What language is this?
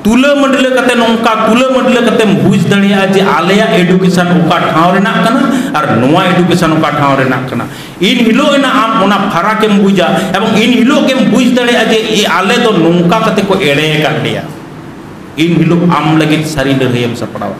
Santali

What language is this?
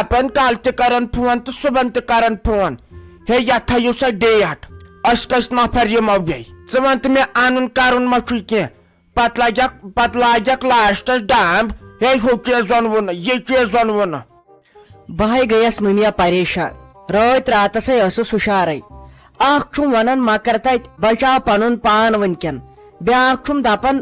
Kashmiri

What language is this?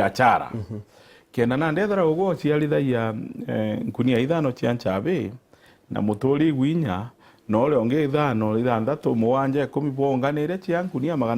Meru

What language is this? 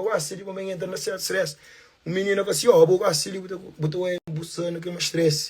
Kabuverdianu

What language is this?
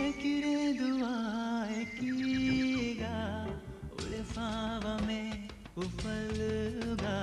Divehi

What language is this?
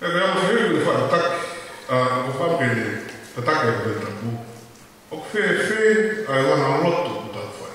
Tongan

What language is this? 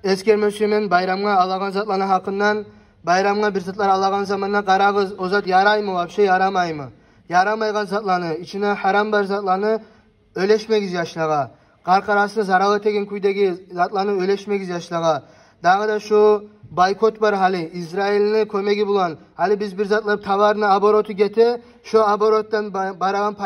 Kumyk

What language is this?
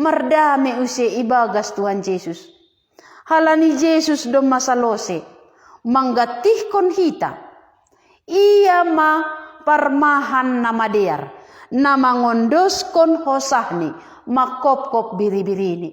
Batak Simalungun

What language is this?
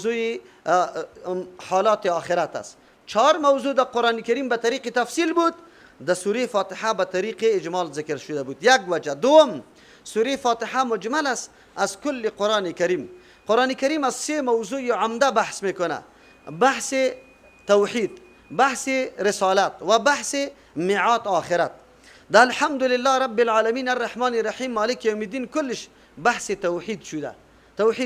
Persian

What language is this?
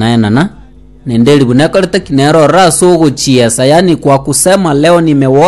Gusii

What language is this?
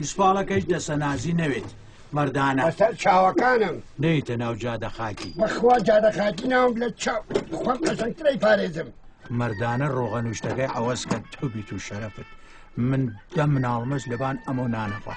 Kurdish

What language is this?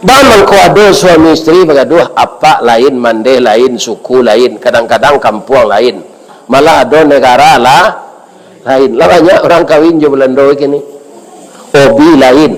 Minangkabau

